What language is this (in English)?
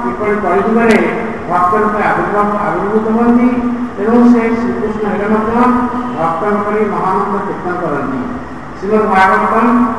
Odia